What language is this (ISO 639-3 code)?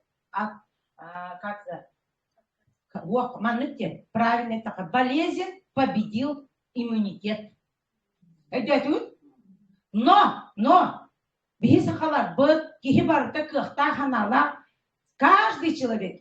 sah